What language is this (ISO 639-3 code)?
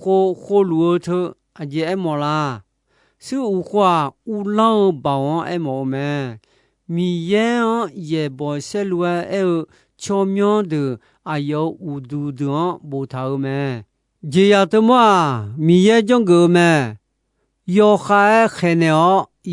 ahk